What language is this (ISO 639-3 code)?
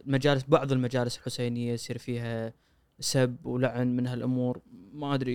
afb